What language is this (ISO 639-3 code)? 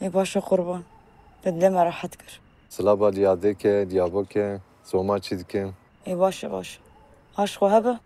kur